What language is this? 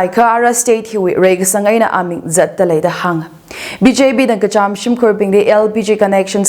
Tangkhul Naga (India)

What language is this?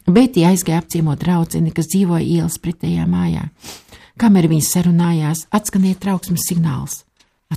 Latvian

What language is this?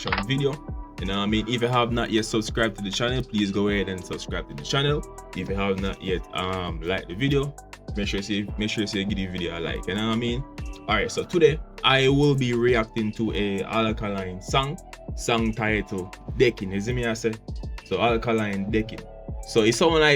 Jamaican Creole English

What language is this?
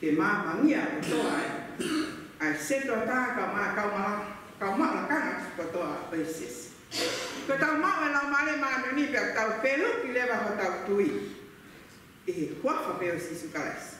Tongan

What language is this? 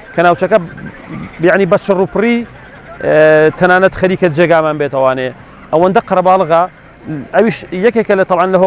Central Kurdish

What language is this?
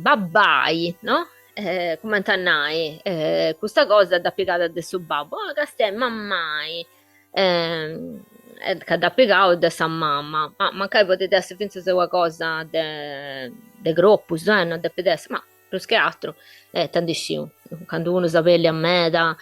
Sardinian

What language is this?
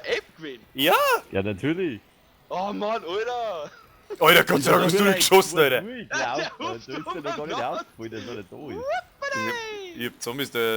Bavarian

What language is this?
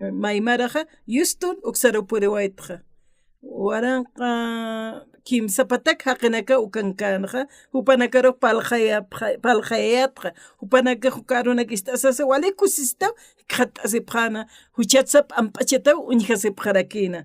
Aymara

